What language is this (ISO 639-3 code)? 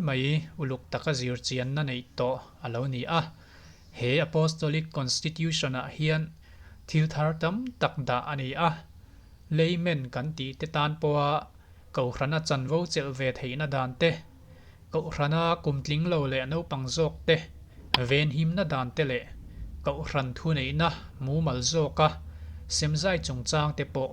lus